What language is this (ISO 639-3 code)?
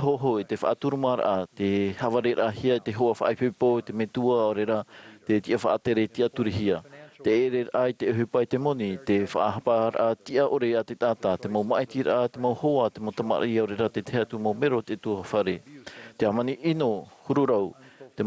tah